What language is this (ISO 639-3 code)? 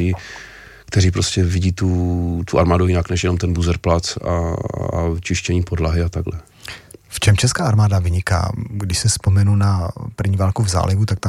ces